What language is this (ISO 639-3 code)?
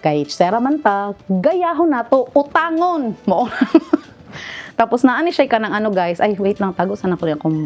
ceb